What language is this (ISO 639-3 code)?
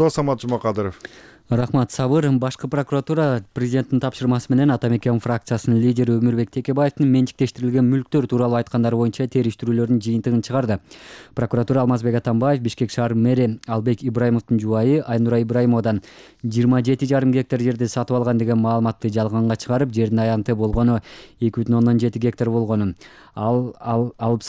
kir